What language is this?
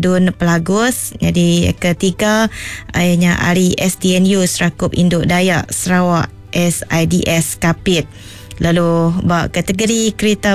Iban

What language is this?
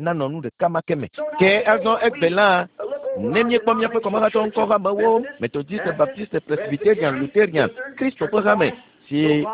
Ewe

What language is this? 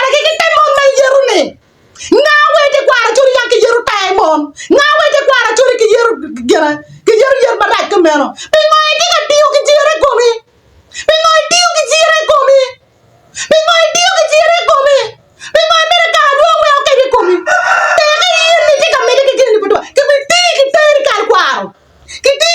Acoli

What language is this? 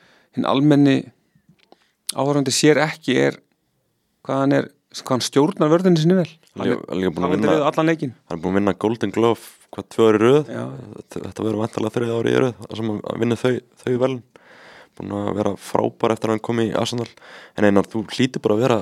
Icelandic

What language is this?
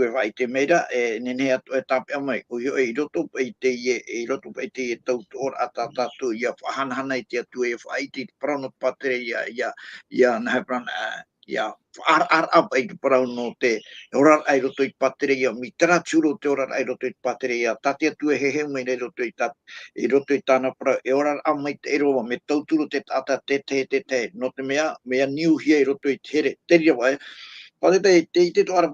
Tahitian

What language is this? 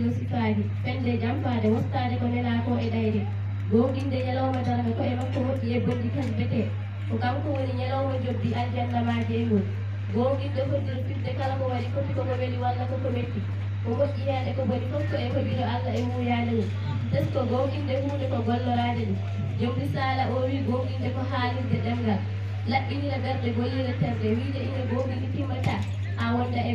Fula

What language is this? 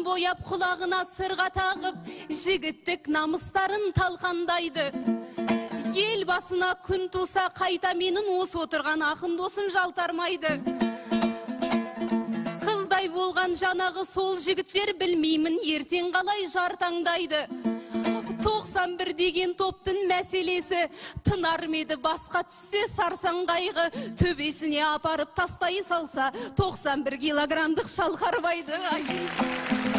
Kazakh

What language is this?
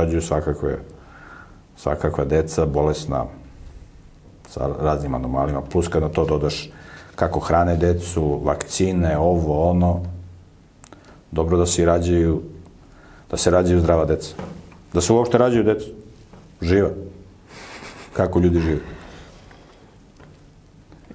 Serbian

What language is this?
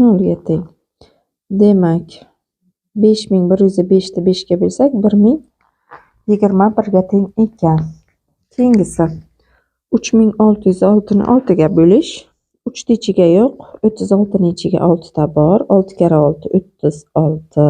Uzbek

